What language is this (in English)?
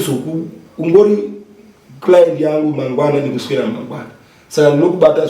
Shona